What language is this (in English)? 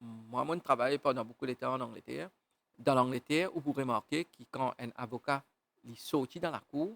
Morisyen